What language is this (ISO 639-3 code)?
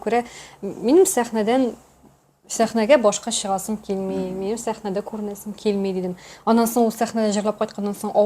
tat